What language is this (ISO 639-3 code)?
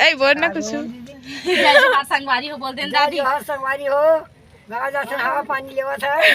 hne